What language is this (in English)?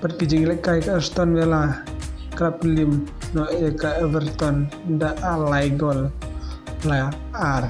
Khasi